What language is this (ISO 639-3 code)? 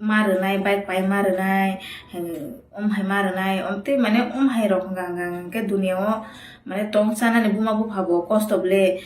trp